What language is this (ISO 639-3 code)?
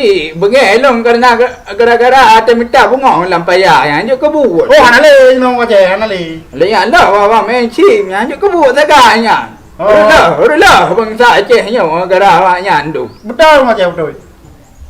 ace